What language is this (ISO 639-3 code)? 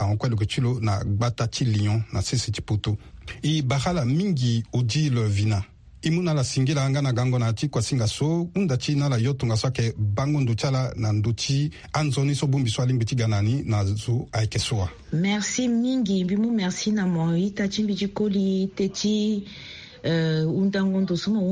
sag